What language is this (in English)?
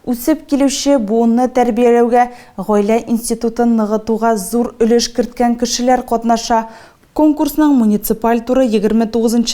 Tatar